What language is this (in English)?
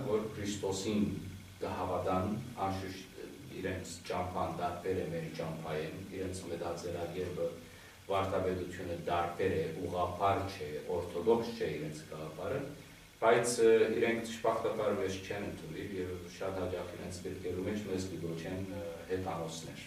Western Armenian